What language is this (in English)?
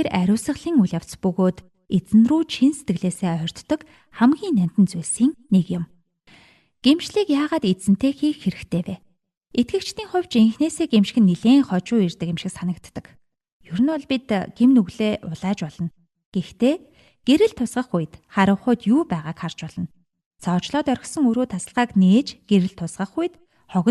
Mongolian